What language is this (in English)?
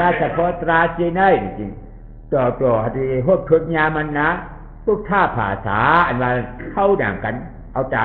Shan